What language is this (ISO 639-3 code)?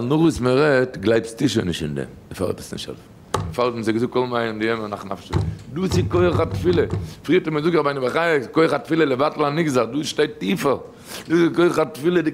yid